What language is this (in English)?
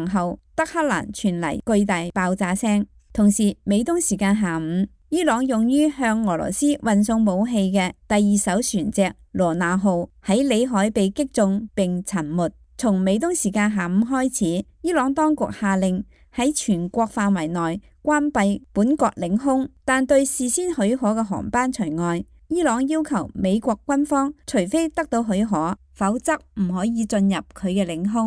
Cantonese